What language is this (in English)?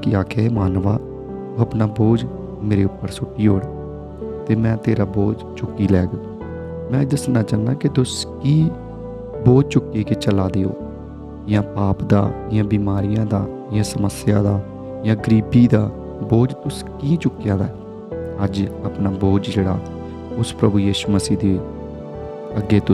Dogri